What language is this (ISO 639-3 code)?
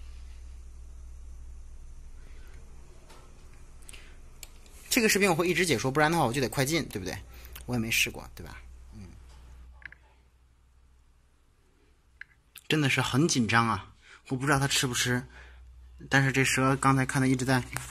zho